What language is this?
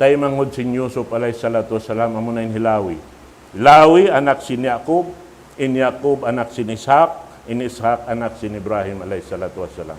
Tausug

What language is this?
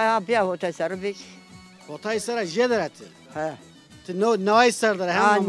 Zaza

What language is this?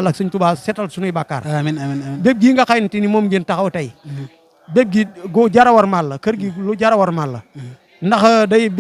Wolof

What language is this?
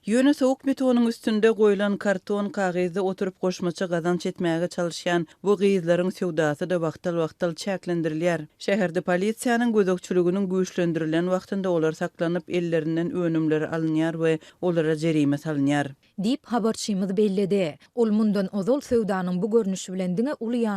Turkmen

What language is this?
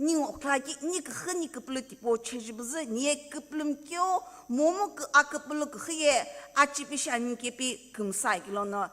Sumi Naga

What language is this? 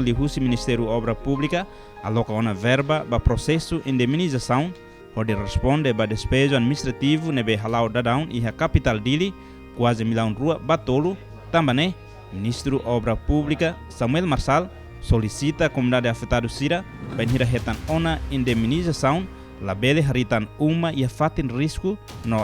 Tetum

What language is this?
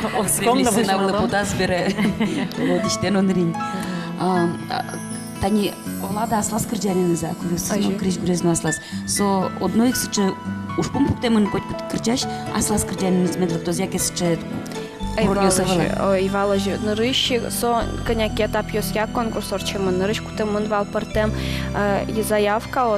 Udmurt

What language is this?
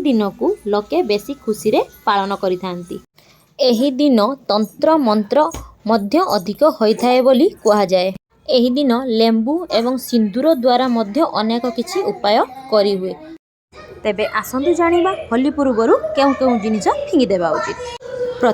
Odia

